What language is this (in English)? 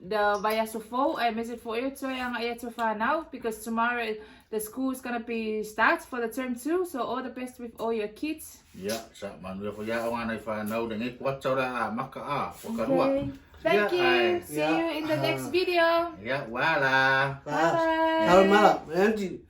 Samoan